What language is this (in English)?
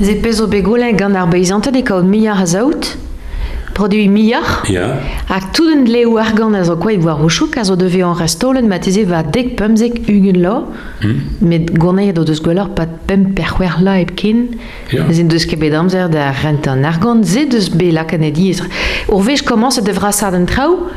Breton